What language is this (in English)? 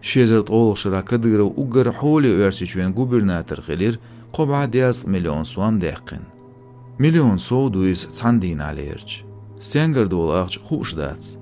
Chechen